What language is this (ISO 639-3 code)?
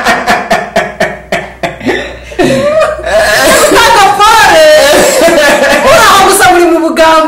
kin